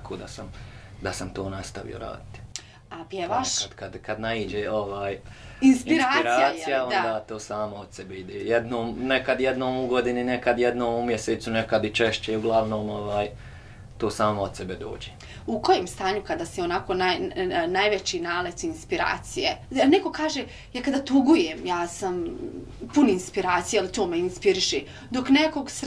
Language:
Bosnian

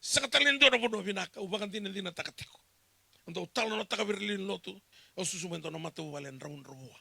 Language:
Fijian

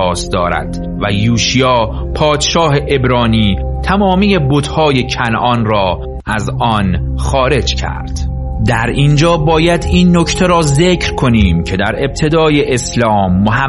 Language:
Persian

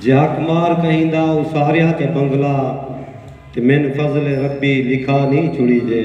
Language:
Saraiki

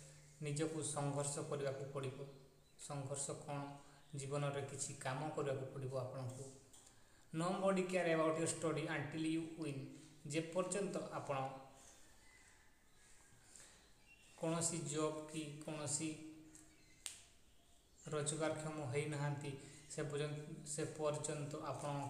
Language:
Odia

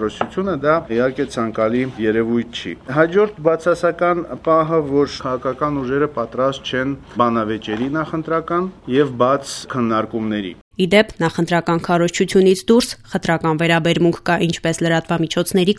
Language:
Armenian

